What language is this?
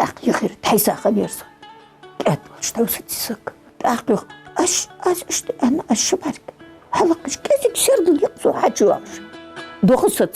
Ingush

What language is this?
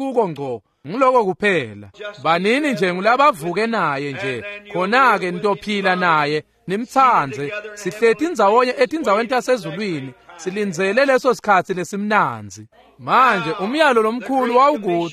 Swati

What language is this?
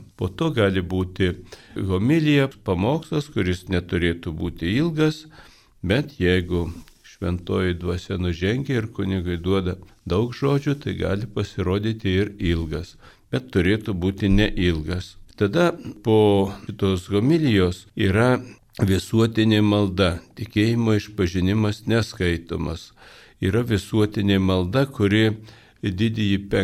Lithuanian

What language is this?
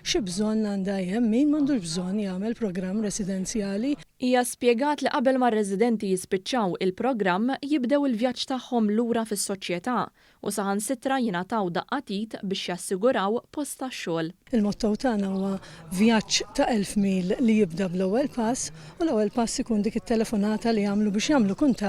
Maltese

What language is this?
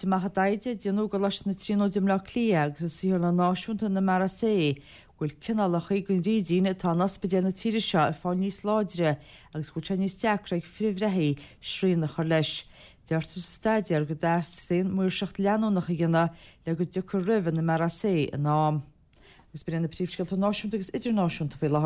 Irish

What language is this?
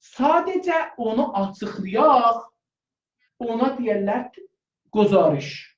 South Azerbaijani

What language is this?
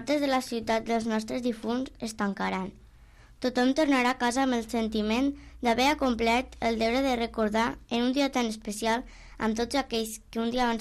Catalan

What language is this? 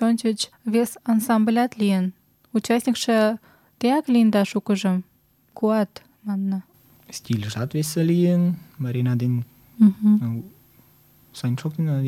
Mari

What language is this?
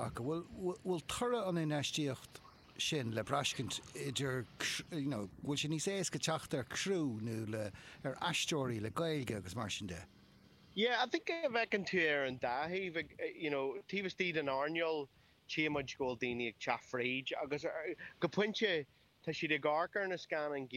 Irish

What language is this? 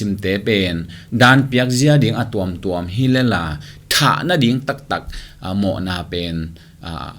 Tedim Chin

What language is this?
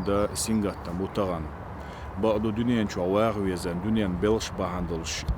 Chechen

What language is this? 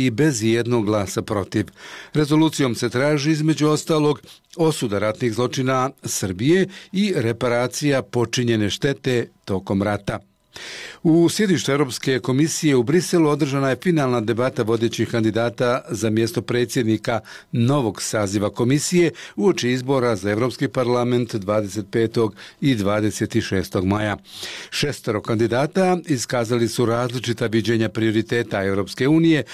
Bosnian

